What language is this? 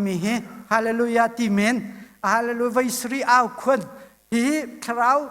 Hakha Chin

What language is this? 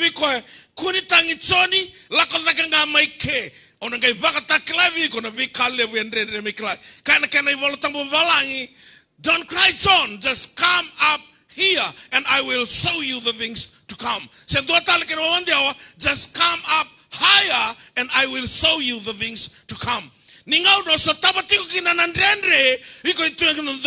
Fijian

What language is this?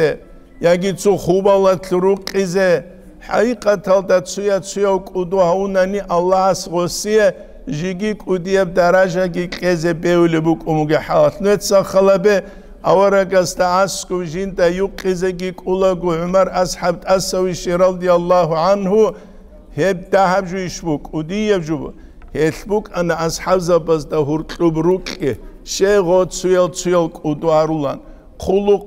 Avaric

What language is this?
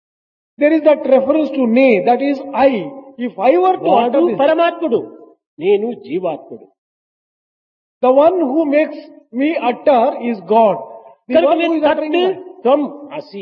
Telugu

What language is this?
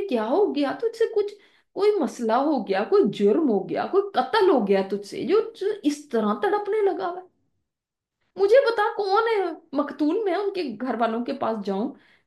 Urdu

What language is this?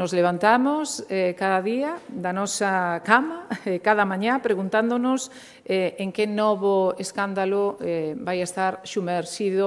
Galician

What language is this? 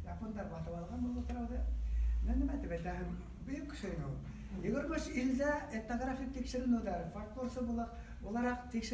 Bashkir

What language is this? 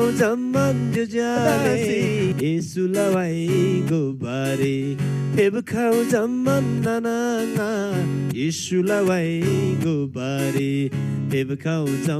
Eastern Tamang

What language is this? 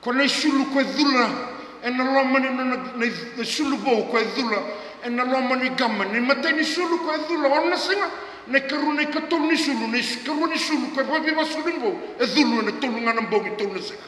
Fijian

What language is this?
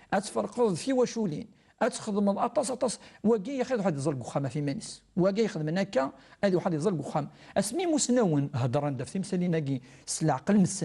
Kabyle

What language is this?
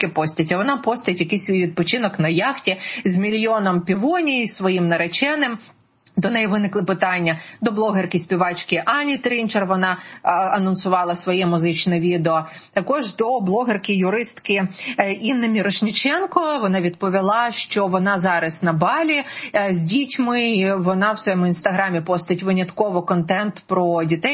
Ukrainian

